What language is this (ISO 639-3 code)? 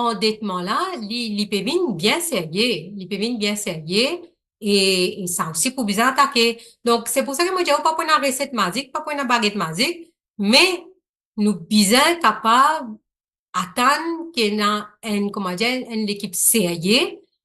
mfe